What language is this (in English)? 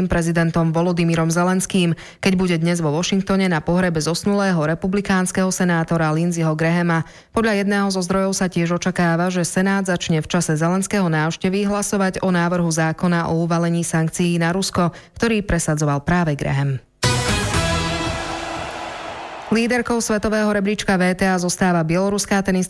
Slovak